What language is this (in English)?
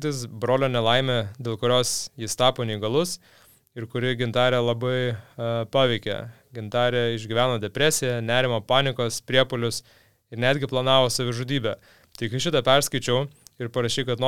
Lithuanian